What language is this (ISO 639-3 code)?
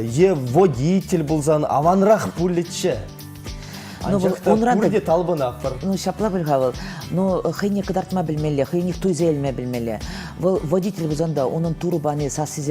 chv